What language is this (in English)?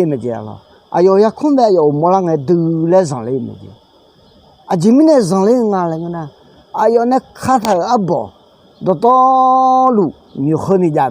Akha